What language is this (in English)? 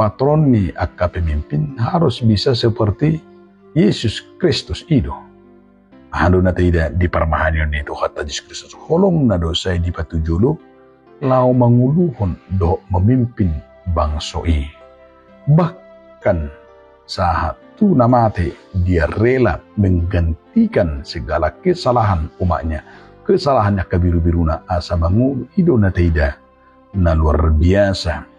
Batak Toba